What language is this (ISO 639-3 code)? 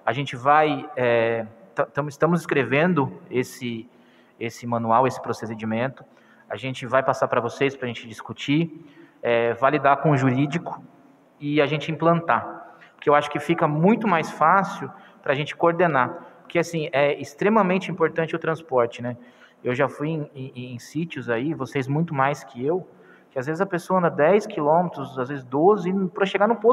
por